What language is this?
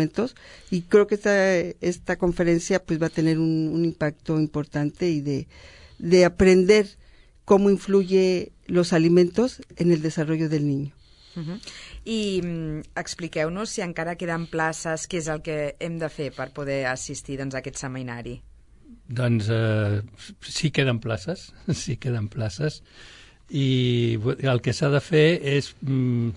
Catalan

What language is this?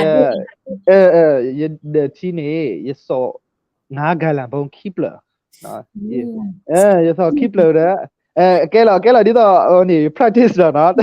S'gaw Karen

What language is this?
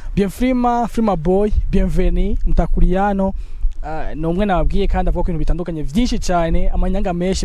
Rundi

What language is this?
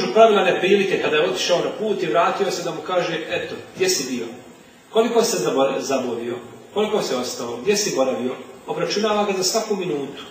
Bosnian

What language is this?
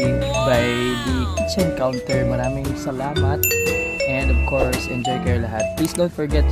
Cebuano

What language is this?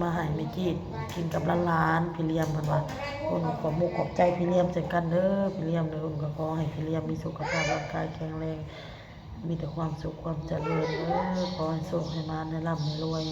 Lao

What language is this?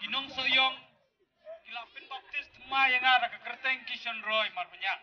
Khasi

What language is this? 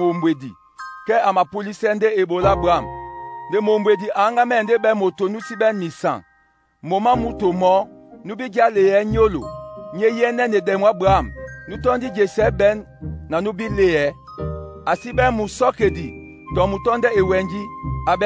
Duala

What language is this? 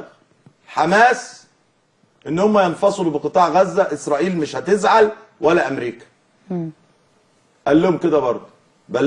Egyptian Arabic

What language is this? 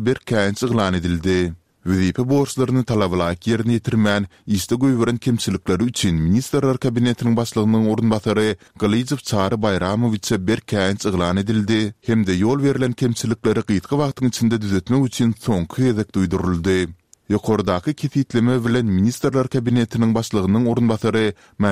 Turkmen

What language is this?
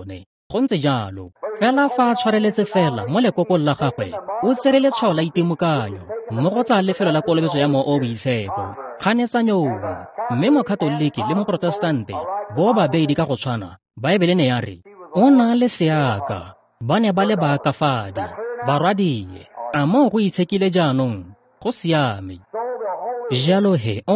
Tswana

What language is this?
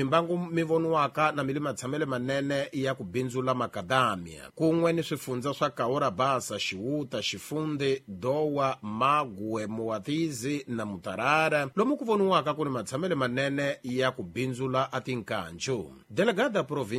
Tsonga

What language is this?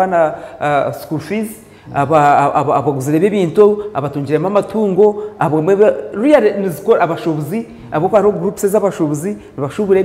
Nyankole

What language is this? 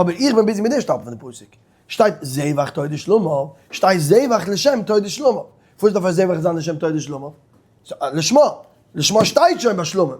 Yiddish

